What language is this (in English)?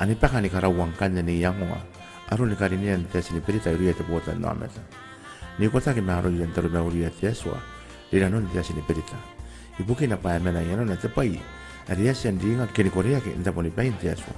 Gilbertese